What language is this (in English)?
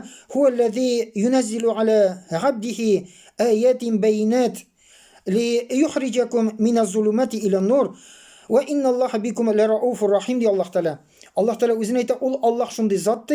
Tatar